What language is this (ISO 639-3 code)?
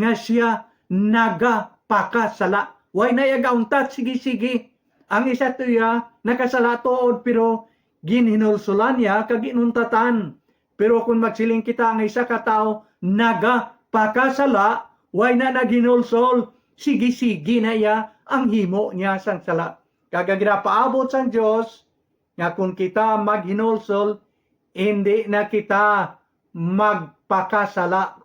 hil